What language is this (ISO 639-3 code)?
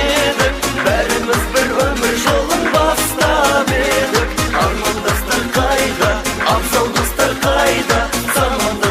kaa